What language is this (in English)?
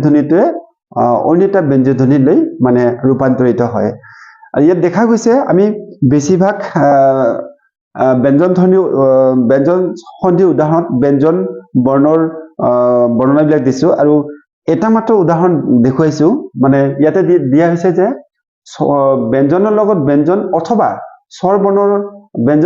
Assamese